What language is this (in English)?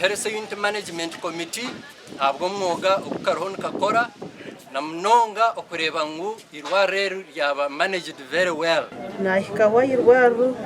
Nyankole